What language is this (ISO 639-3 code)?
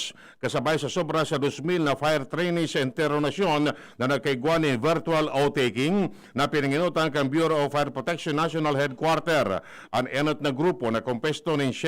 bik